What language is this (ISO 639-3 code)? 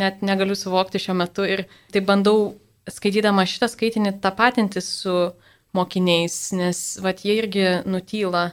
lit